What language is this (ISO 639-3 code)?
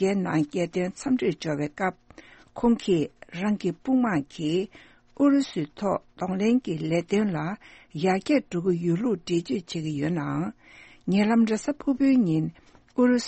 bod